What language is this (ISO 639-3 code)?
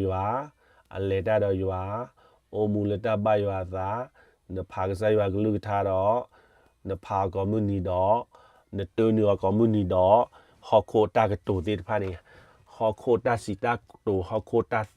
ksw